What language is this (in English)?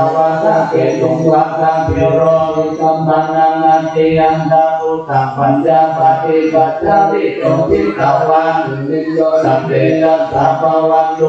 Pali